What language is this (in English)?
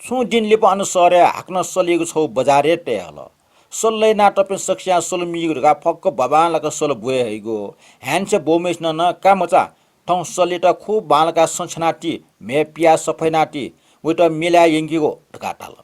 Newari